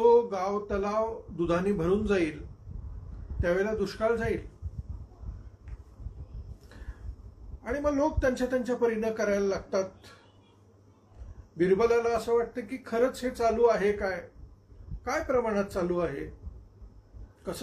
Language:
Marathi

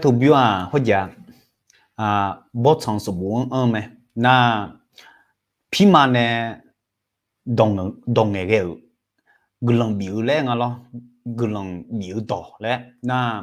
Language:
Akha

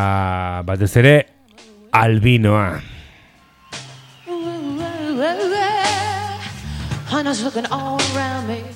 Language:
Basque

